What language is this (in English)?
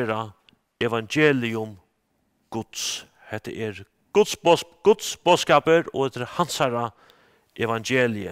Faroese